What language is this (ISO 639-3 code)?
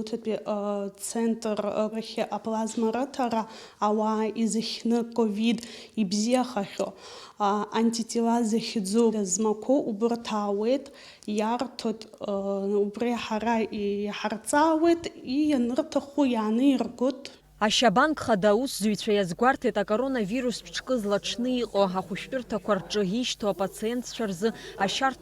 abk